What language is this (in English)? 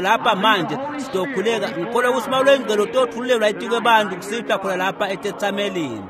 Swati